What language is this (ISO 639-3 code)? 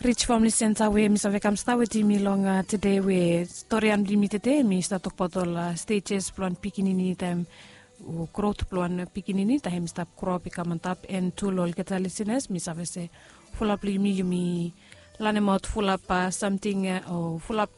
bis